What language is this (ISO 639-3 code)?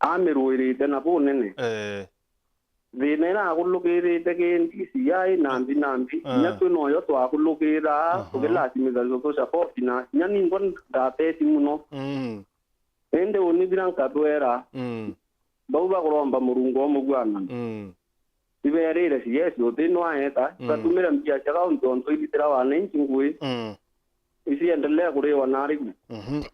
mer